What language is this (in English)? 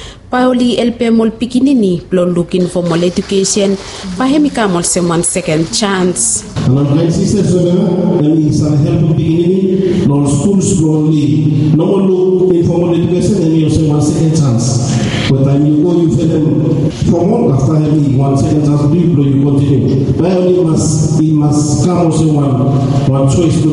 Bislama